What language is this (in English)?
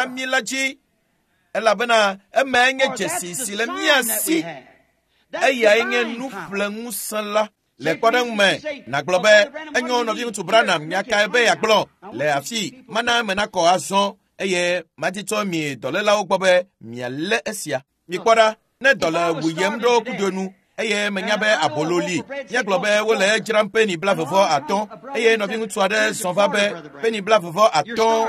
Ewe